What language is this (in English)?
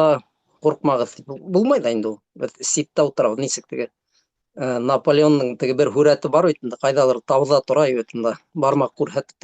Bashkir